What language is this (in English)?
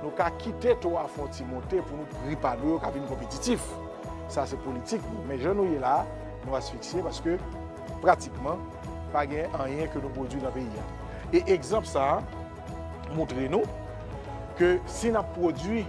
Haitian Creole